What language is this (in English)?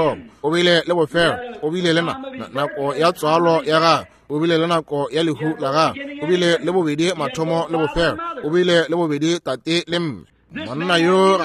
Northern Sotho